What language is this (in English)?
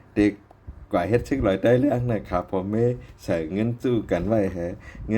Shan